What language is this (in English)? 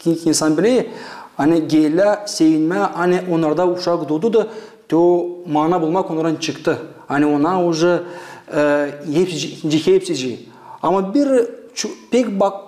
Gagauz